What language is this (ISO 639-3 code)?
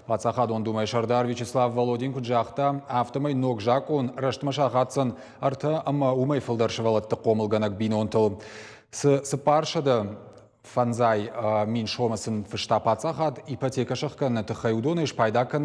oss